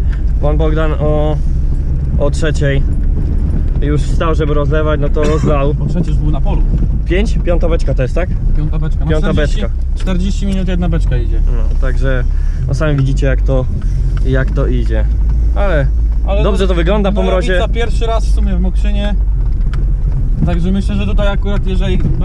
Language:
Polish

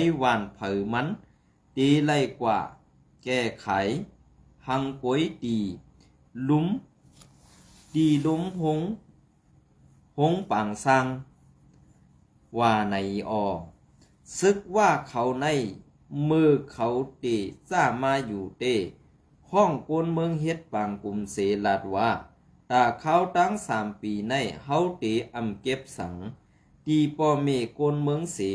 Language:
Shan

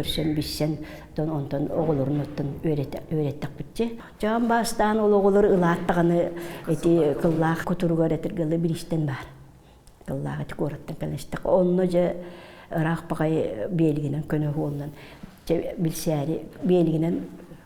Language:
Yakut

